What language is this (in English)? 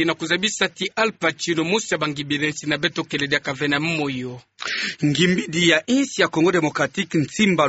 Kituba (Democratic Republic of Congo)